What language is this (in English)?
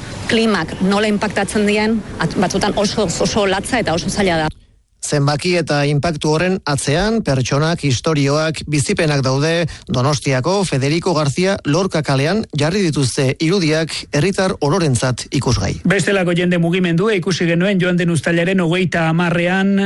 Basque